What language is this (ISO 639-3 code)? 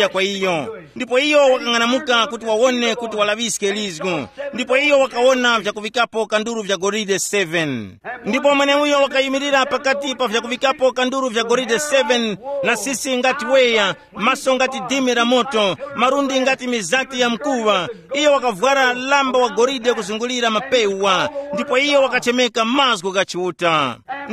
tum